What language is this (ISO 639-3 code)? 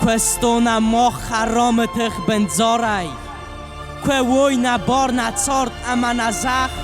oss